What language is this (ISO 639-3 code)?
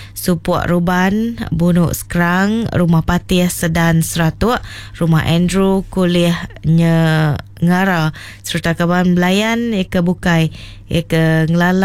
iba